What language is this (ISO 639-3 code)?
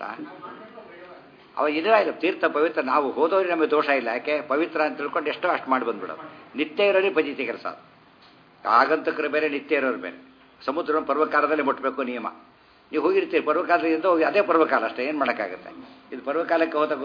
kan